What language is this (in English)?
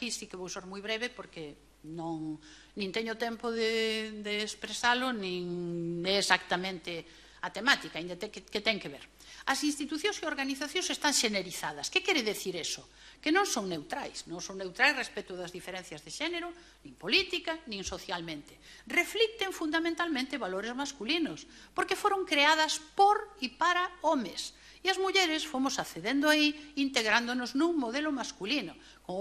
Galician